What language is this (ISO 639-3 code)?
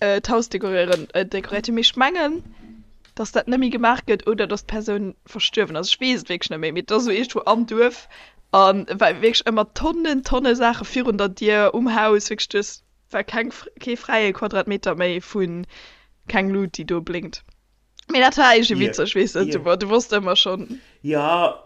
ltz